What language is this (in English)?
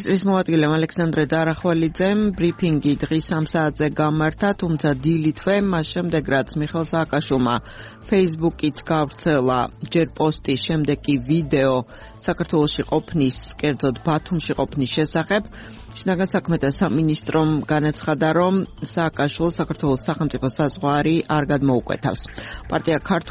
Georgian